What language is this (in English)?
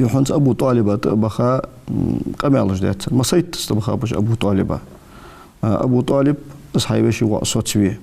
Ingush